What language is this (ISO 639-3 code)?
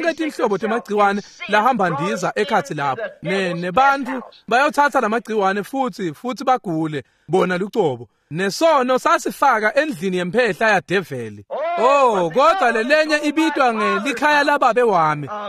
ssw